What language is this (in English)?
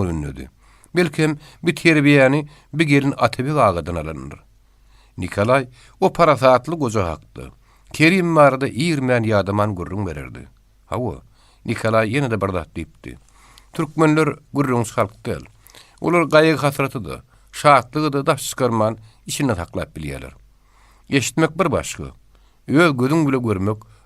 Turkmen